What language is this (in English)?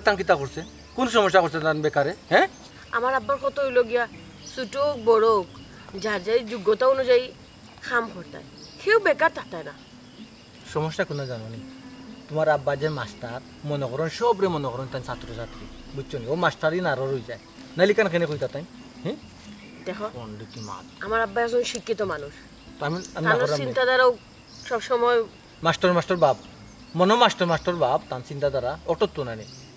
Sylheti